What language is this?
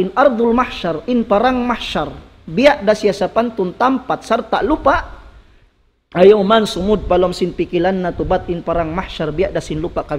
Tausug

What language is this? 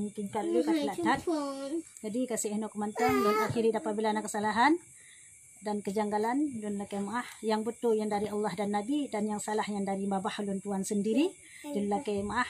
Achinese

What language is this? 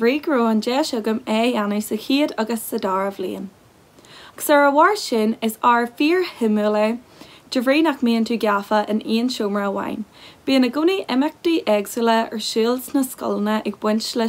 Irish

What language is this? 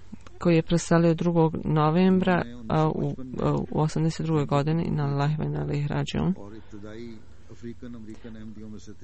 Bosnian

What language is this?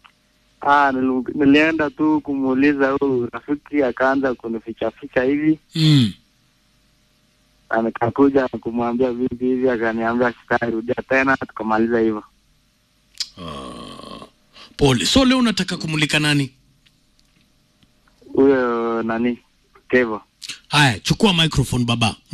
Swahili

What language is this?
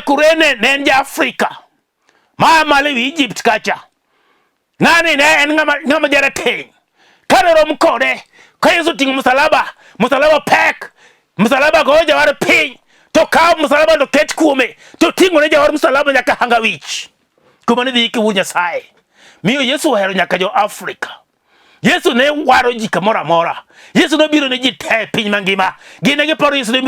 Luo (Kenya and Tanzania)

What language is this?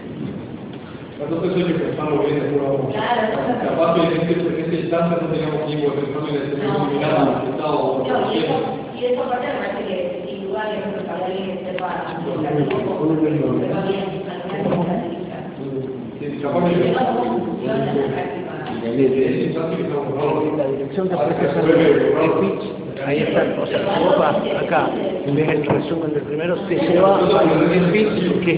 Spanish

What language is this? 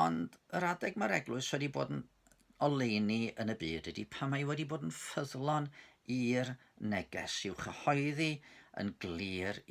Welsh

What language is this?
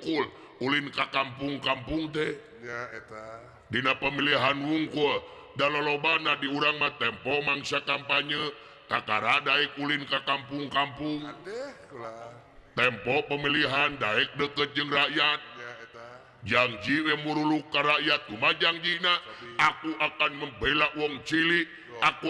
Sundanese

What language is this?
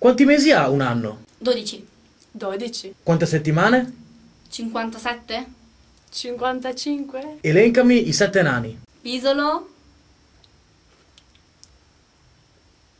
Italian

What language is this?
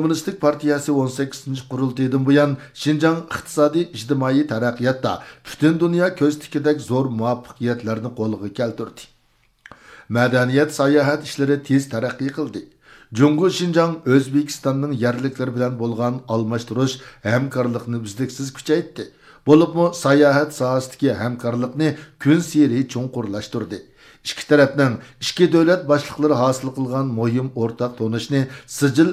Uyghur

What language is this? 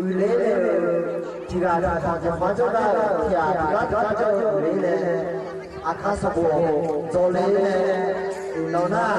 Akha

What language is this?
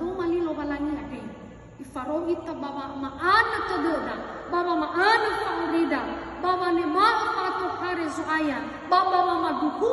Nias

